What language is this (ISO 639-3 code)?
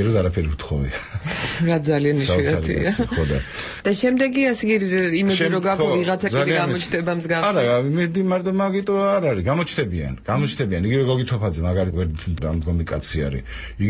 kat